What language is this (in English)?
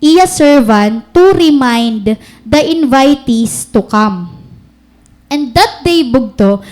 Waray